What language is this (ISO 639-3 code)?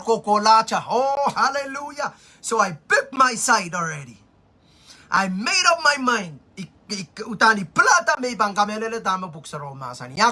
pon